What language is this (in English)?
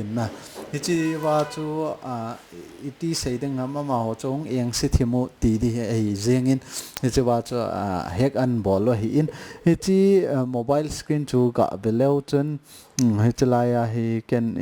Thado Chin